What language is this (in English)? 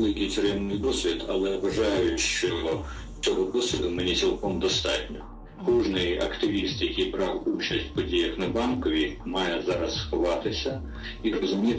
Ukrainian